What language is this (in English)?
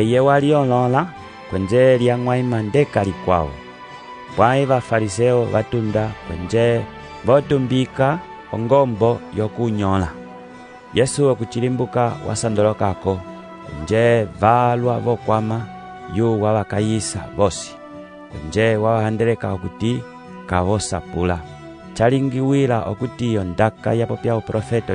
Umbundu